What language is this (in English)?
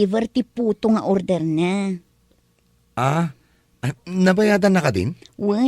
Iloko